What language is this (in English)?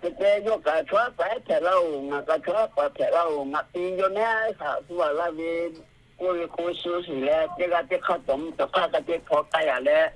Lahu